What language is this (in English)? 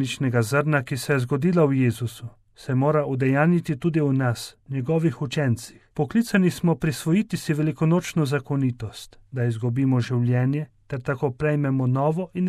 Slovenian